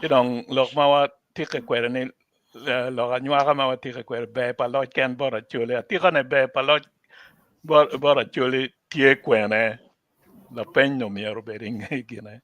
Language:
Acoli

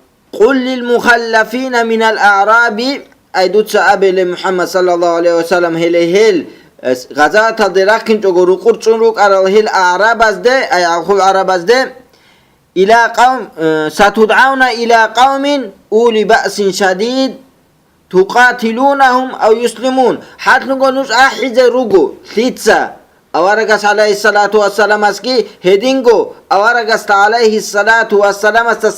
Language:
Avaric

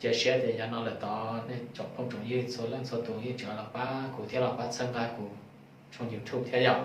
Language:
Hmong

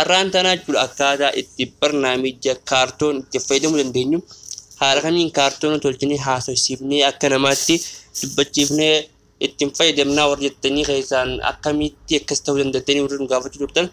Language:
Oromo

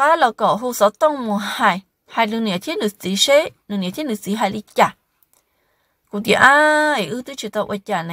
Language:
Vietnamese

